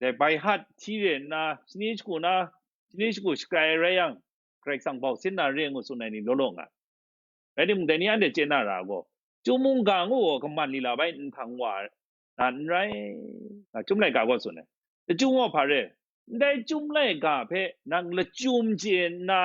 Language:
Kachin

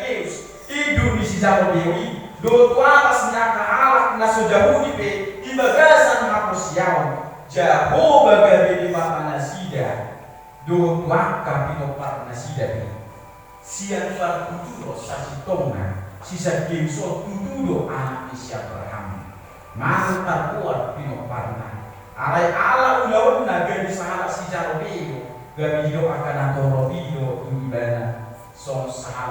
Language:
Batak Toba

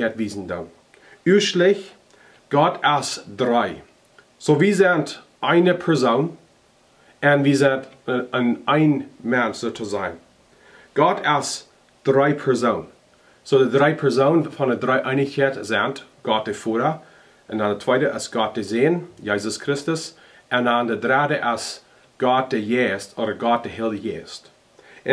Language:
Plautdietsch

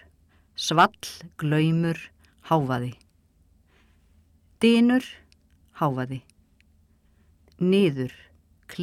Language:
Icelandic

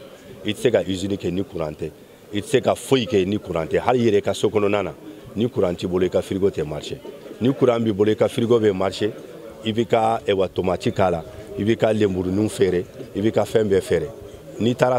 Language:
Bambara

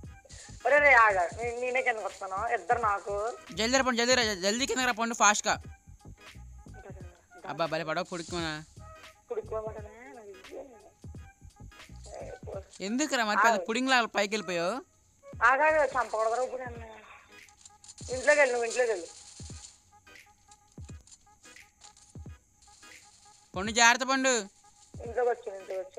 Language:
Telugu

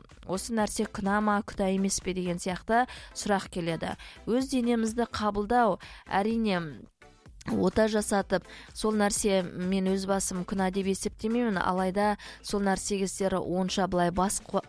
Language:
Kazakh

